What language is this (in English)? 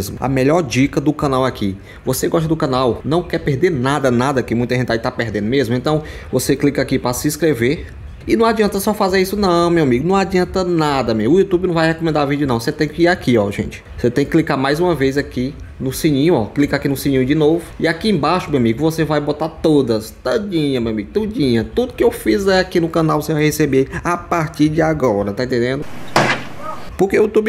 Portuguese